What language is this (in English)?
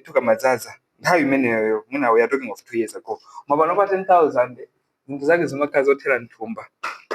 Nyanja